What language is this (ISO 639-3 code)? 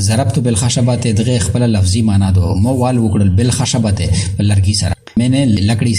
pus